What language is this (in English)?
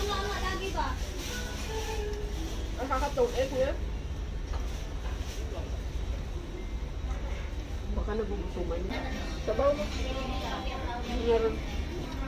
Filipino